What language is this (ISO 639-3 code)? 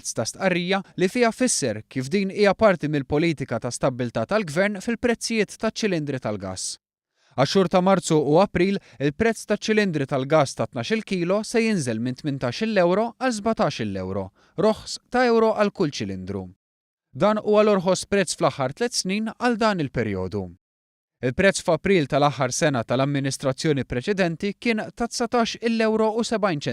mlt